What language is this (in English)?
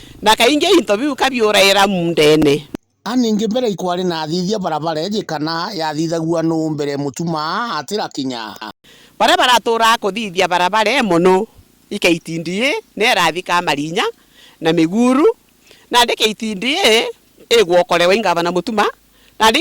Meru